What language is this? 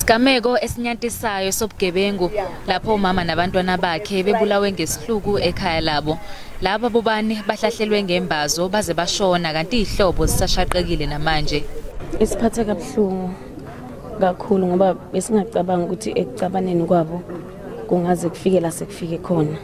Zulu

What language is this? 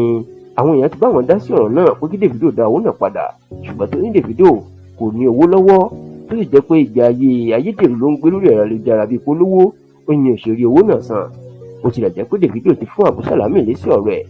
Yoruba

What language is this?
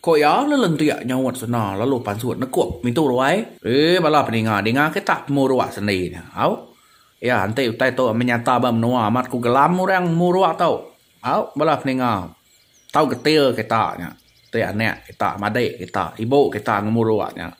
Iban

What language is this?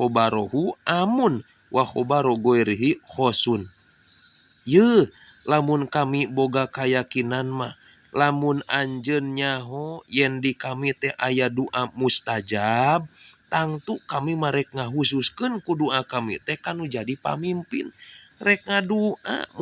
Sundanese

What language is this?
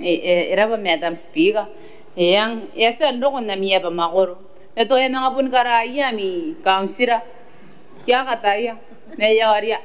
Gilbertese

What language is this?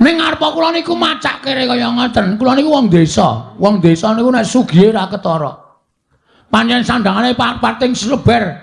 Javanese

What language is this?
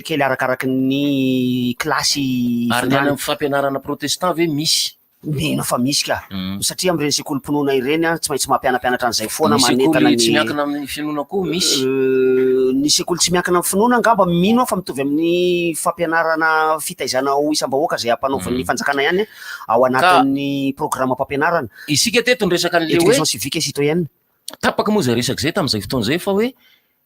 Malagasy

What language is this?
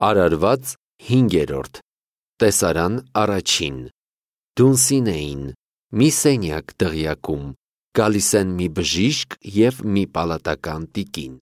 Armenian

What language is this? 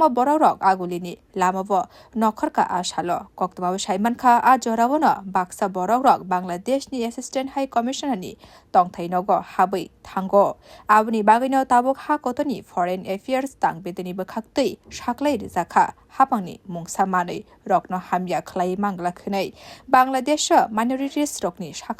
Kok Borok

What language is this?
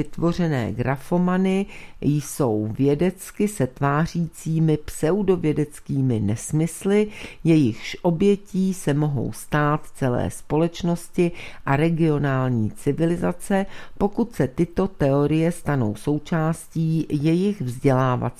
Czech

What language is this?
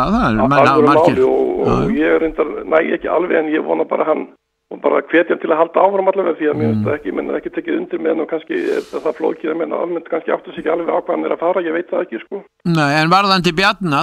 Icelandic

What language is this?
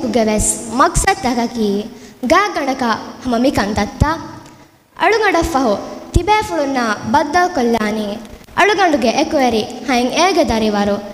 Divehi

